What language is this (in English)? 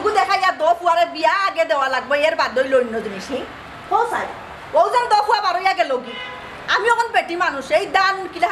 Sylheti